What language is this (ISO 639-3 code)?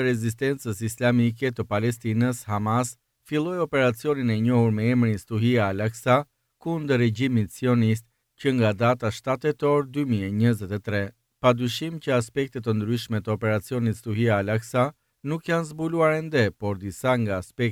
sqi